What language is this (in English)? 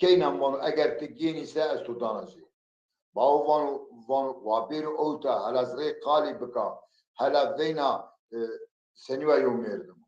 Zaza